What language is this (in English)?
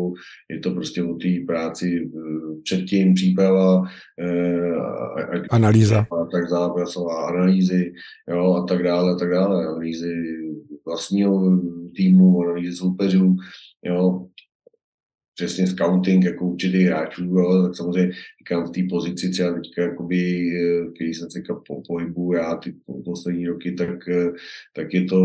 Czech